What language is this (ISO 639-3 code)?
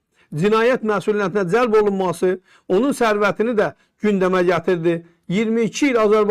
aze